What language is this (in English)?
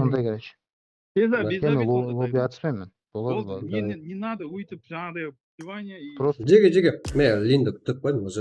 Kara-Kalpak